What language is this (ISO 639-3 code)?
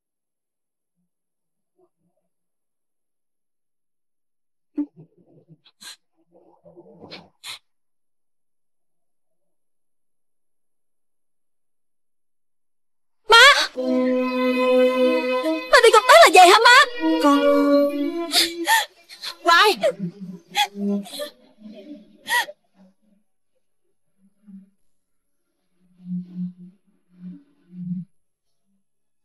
vie